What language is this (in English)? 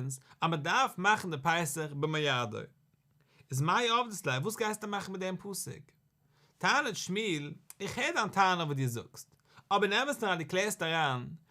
Yiddish